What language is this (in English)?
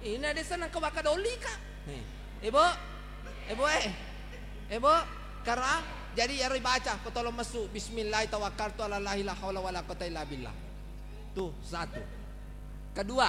Buginese